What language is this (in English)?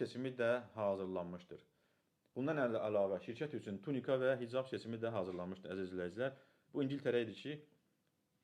Azerbaijani